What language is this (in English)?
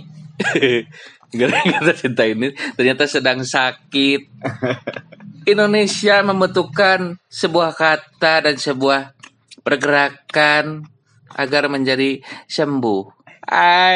Indonesian